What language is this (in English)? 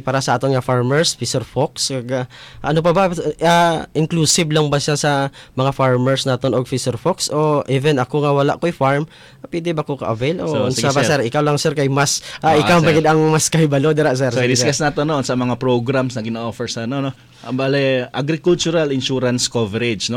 Cebuano